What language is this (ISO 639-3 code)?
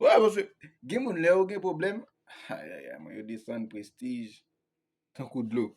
hat